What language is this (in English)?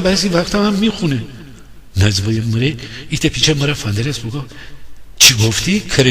Gilaki